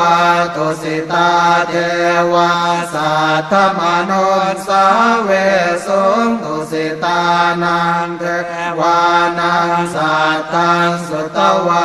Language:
Pali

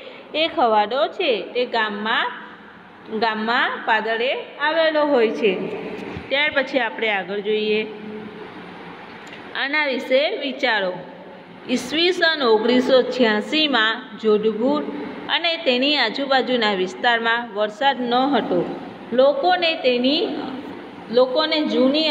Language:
Gujarati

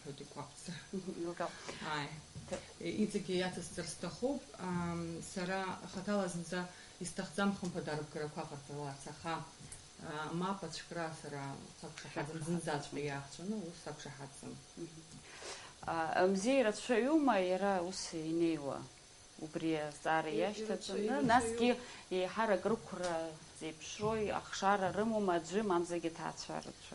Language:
Abkhazian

